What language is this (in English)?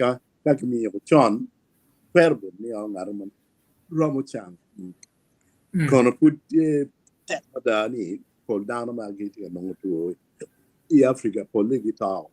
Acoli